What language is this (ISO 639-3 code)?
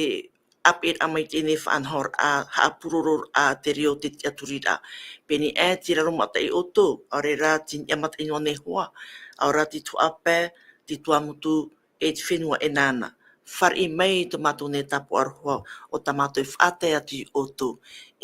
tah